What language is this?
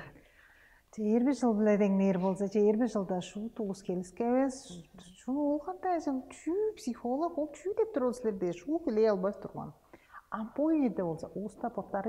Tuvinian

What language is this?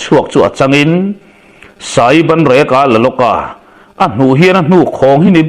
Mizo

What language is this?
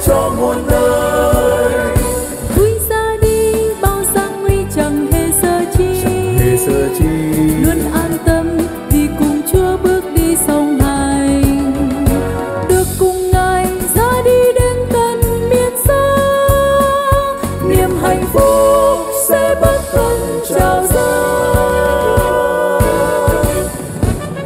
Vietnamese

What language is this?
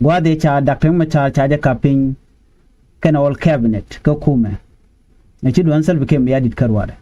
Nuer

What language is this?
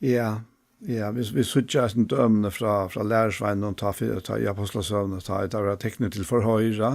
Faroese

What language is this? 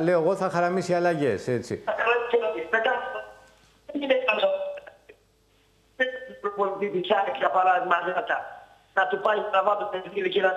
Greek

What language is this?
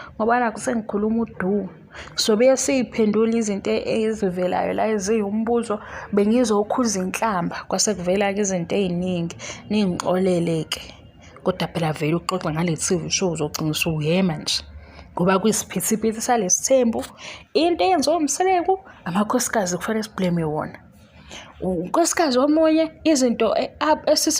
Zulu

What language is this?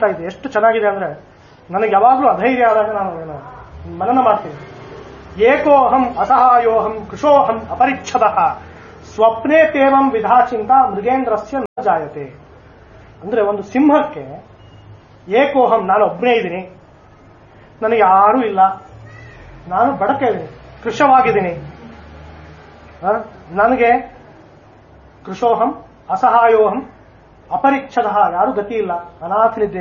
Kannada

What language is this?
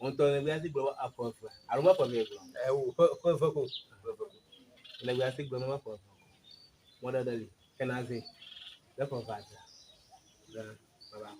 Ewe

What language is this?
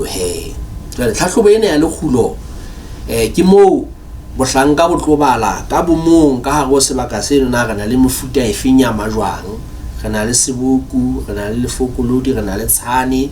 Southern Sotho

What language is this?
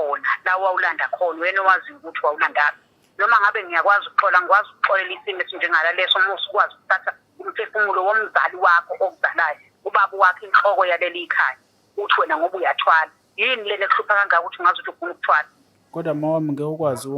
Zulu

